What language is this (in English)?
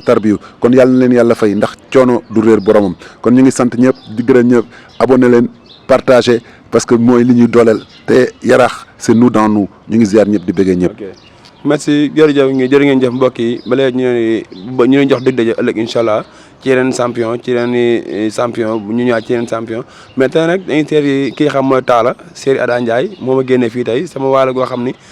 Wolof